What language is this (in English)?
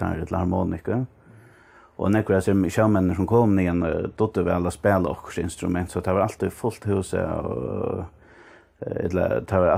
Faroese